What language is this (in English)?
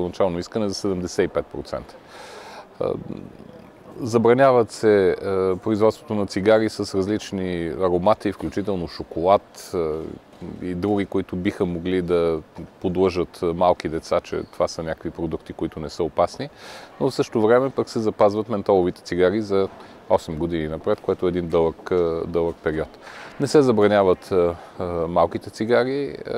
Bulgarian